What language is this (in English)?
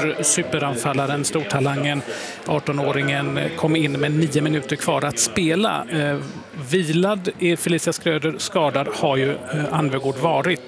Swedish